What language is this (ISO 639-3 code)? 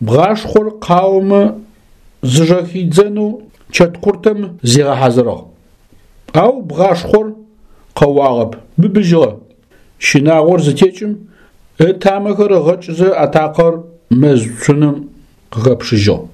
ady